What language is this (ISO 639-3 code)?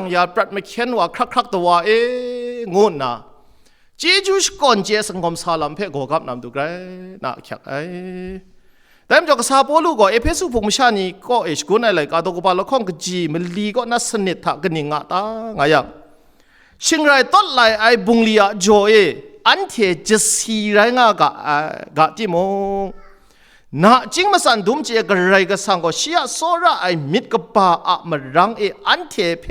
kac